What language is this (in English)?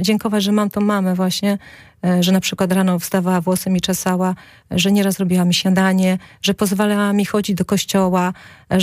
Polish